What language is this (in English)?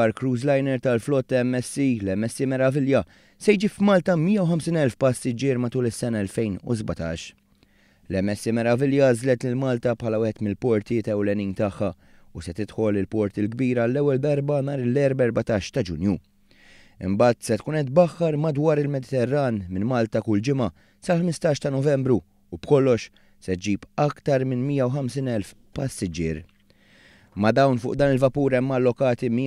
Maltese